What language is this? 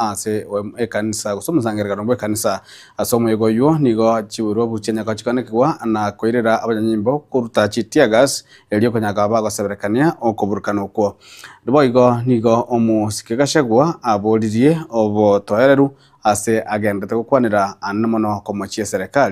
Gusii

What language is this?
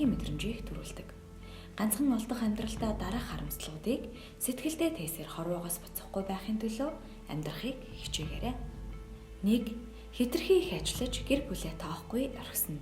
Mongolian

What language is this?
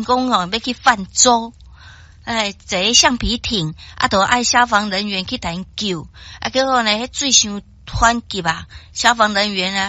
Min Nan Chinese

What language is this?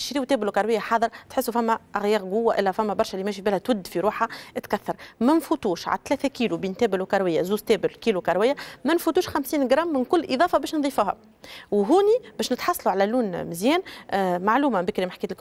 Tunisian Arabic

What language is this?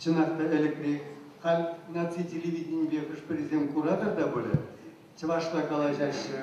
Chuvash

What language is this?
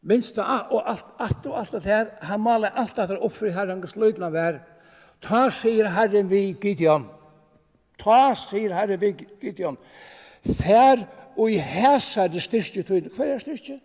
Faroese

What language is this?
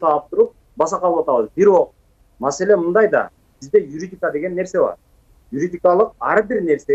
Kyrgyz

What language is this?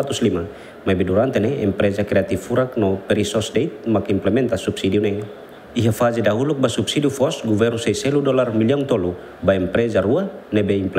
Tetum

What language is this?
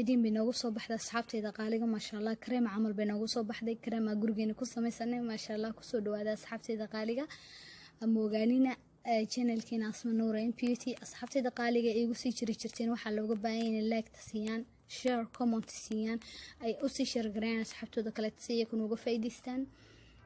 Somali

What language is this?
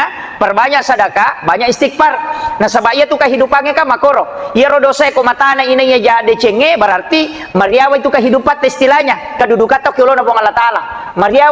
Buginese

